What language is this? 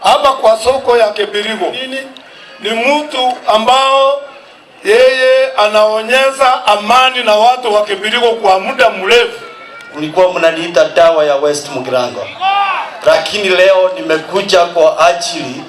Gusii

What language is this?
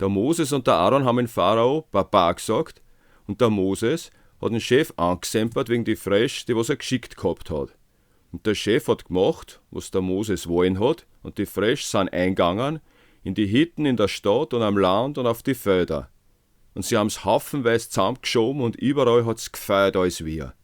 Bavarian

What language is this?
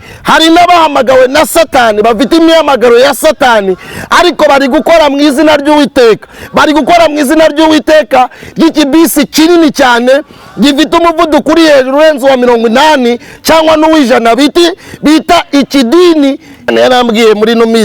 Kinyarwanda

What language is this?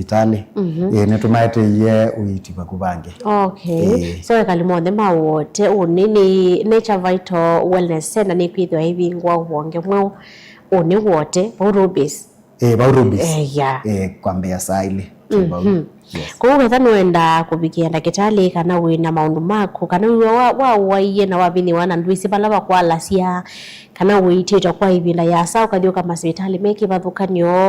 Kamba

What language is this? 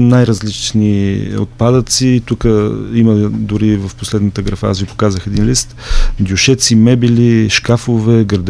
Bulgarian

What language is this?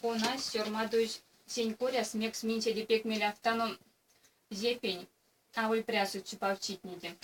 Erzya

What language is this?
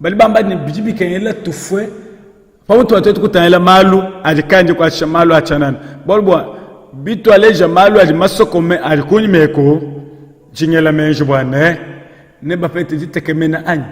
Luba-Lulua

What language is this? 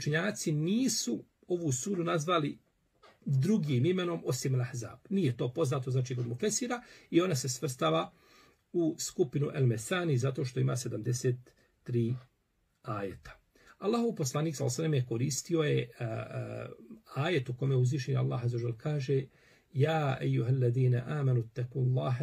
Bosnian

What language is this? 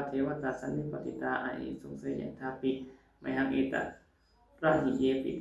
Pali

